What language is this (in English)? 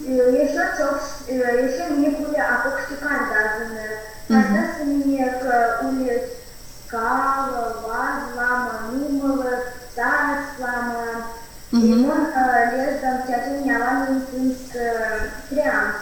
Erzya